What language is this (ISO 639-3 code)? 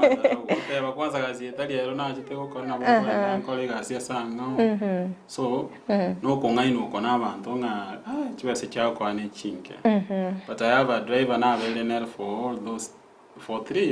guz